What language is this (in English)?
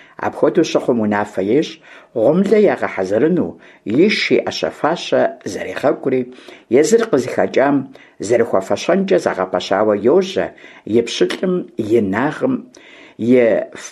Kabardian